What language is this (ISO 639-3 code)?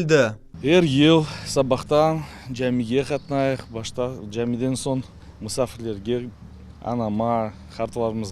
crh